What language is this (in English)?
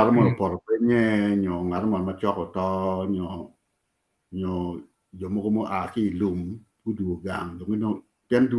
Acoli